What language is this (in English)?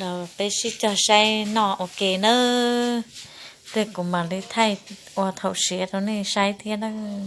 Hmong